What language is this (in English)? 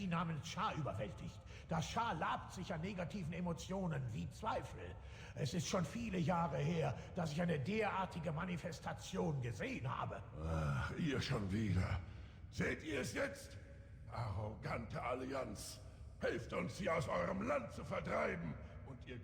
Swiss German